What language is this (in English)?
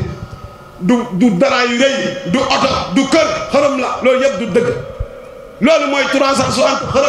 Wolof